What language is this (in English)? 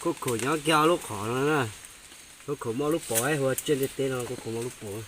Hmong